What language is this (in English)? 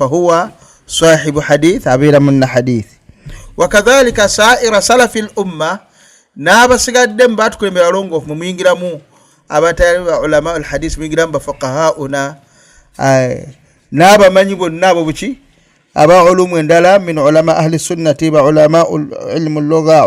Ganda